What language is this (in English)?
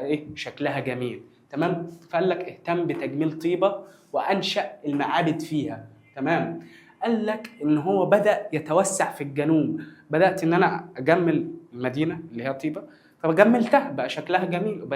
Egyptian Arabic